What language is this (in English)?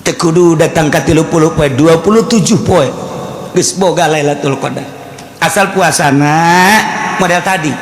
Sundanese